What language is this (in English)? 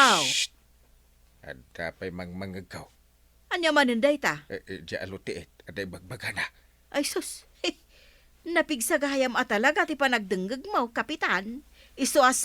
Iloko